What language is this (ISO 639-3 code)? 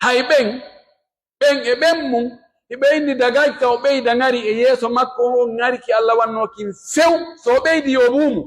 fuf